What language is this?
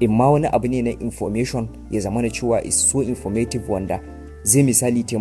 Hausa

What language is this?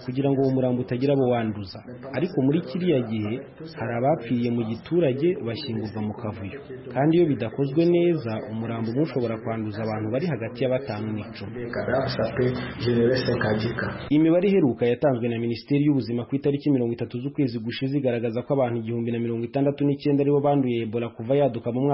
Kinyarwanda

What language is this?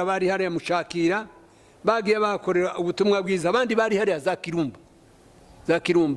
Kinyarwanda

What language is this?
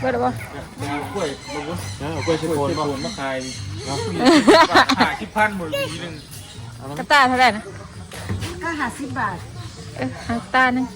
Northeastern Thai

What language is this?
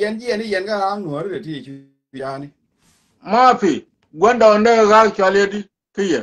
Nuer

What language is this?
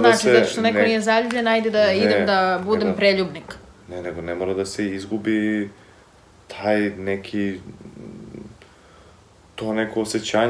Serbian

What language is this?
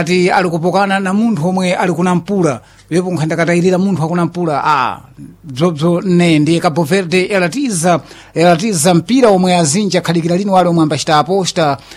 Sena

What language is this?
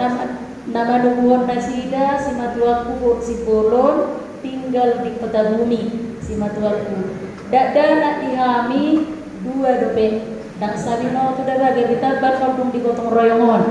Batak Toba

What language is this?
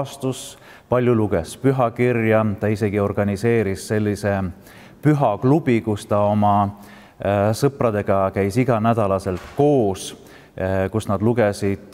Estonian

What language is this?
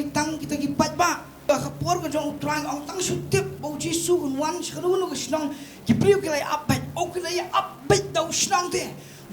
Khasi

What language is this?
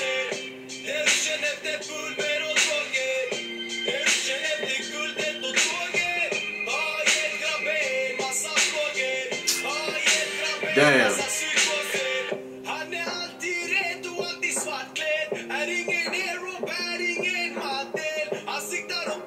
Swedish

